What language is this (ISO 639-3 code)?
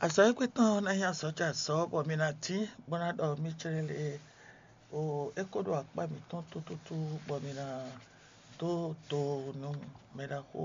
fon